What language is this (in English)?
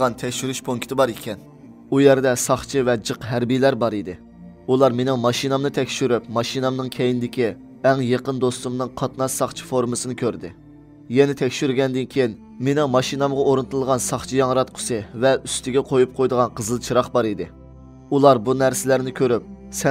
Uyghur